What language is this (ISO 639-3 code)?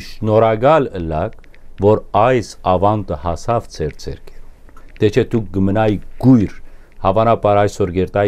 hyw